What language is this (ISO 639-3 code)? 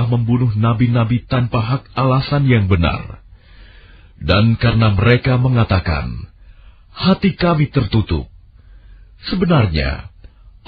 ind